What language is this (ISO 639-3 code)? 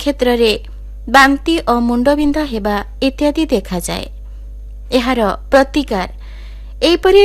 ori